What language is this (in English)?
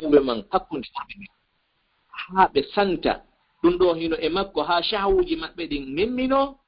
Fula